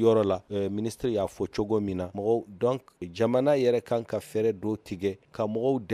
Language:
Bambara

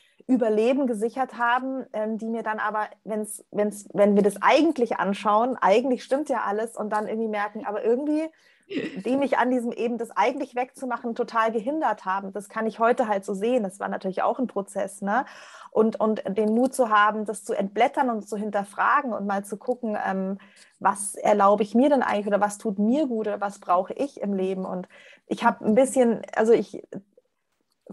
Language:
German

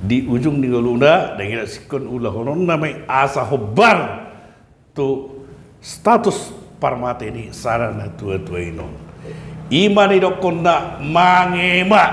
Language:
Batak Toba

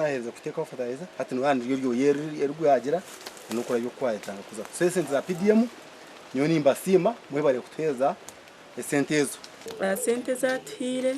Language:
Nyankole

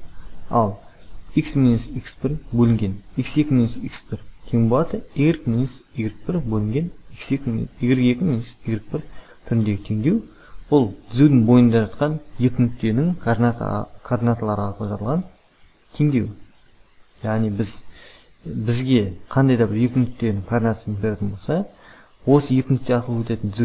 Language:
Kazakh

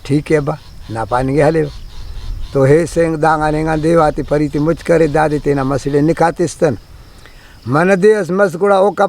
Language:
Brahui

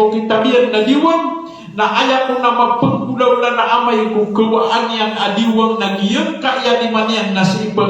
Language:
Maranao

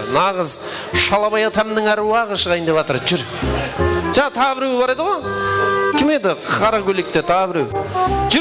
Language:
Kara-Kalpak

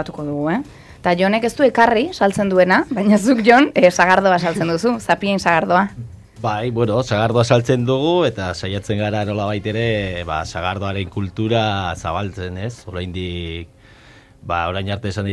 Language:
Basque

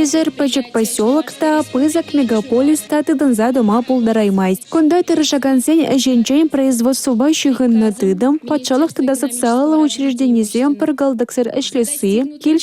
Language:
Chuvash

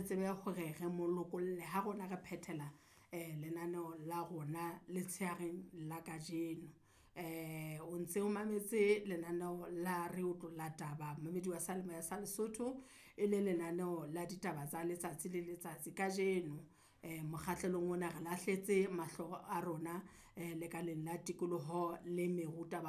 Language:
Southern Sotho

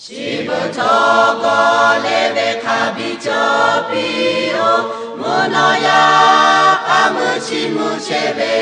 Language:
Lahu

